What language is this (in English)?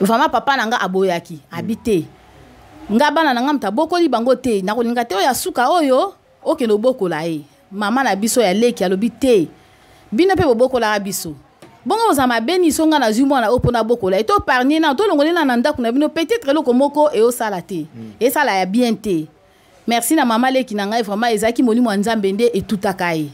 Lingala